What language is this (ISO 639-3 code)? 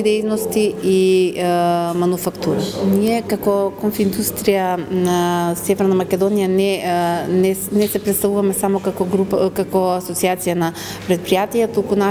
mkd